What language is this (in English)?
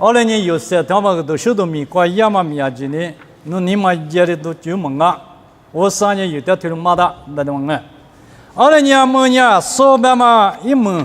Lisu